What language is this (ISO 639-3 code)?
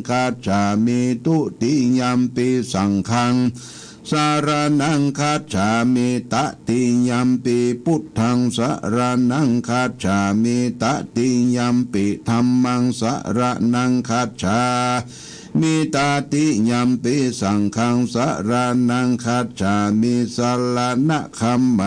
pli